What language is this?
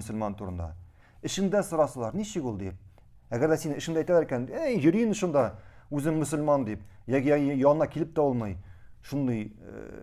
Tatar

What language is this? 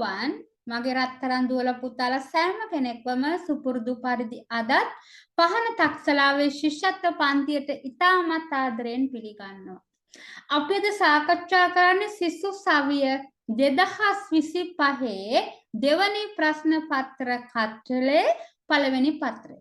Sinhala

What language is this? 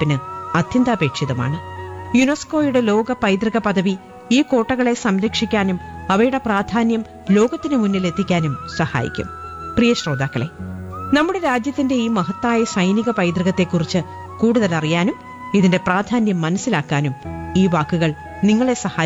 Malayalam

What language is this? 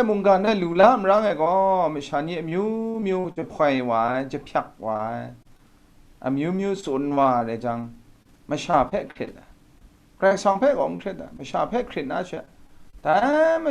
Kachin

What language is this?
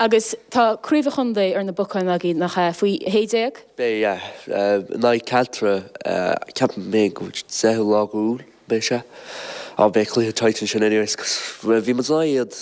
Irish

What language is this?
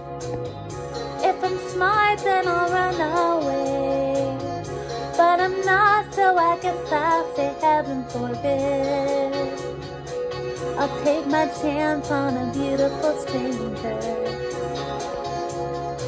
English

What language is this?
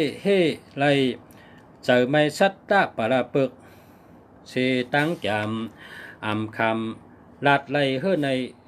Shan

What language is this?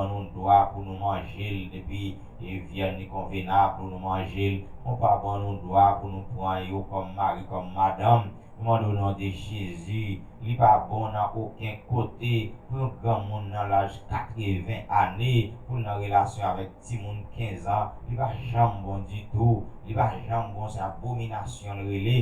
Haitian Creole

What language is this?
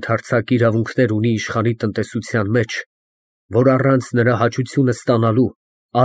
Armenian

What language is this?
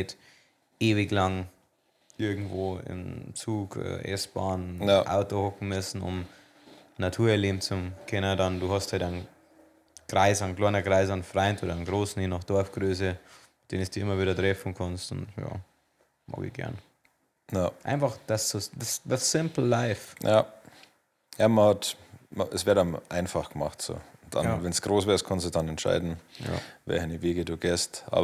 Bavarian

